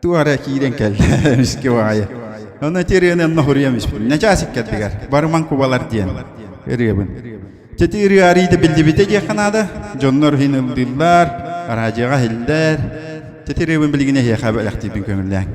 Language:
Yakut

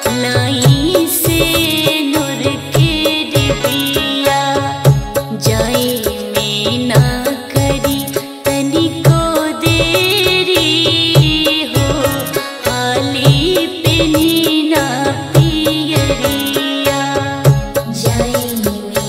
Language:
Bhojpuri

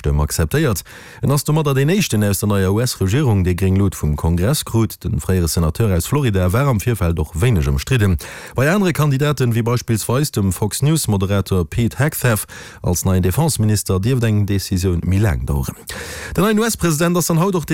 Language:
Luxembourgish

